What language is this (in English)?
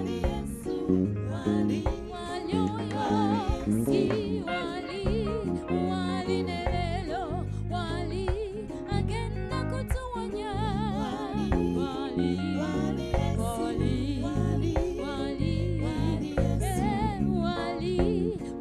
Ganda